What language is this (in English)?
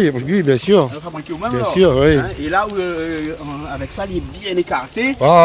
Réunion Creole French